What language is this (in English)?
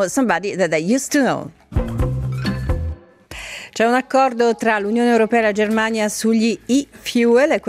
Italian